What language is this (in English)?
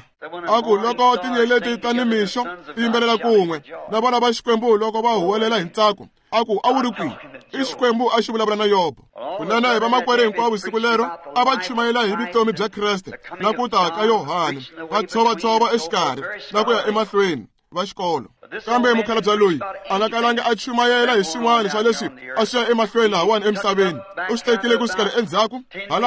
Tsonga